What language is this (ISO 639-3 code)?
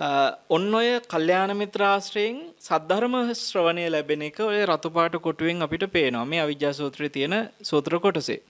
sin